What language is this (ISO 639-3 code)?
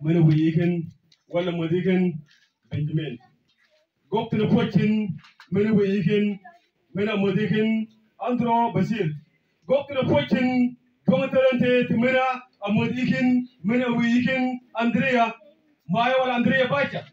mfz